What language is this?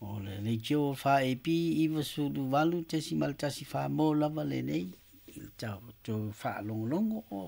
Samoan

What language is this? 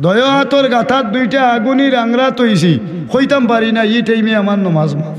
Sylheti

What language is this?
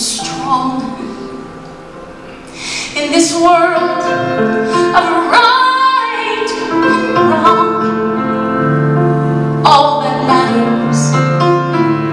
English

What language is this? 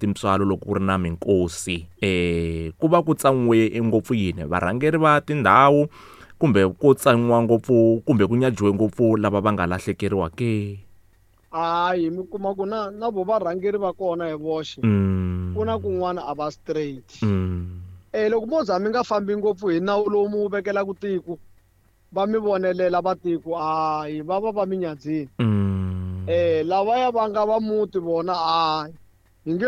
Tsonga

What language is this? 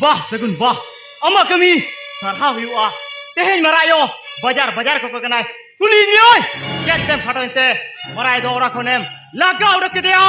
Santali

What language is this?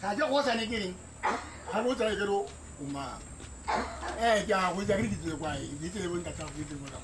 Tswana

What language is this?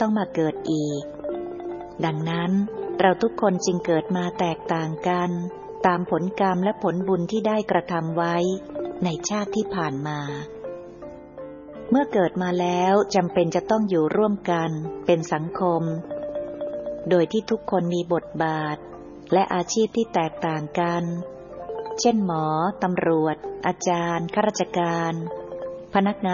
Thai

